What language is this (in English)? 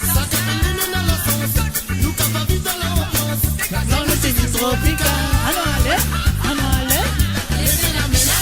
Morisyen